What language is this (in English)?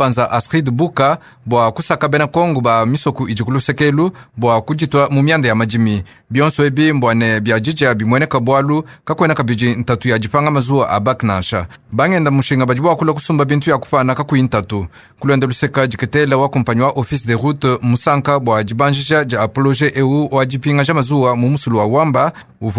Luba-Lulua